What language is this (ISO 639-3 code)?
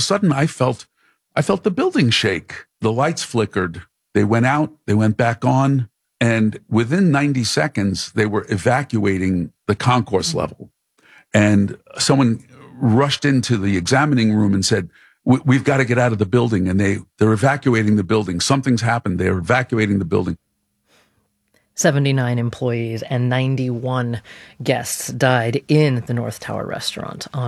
eng